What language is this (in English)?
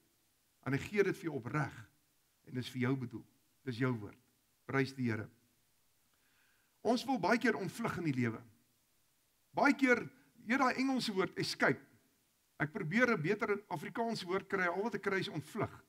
Afrikaans